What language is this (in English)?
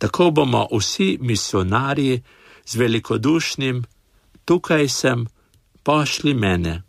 Slovenian